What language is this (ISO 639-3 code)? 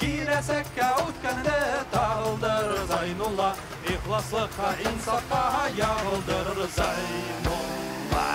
bak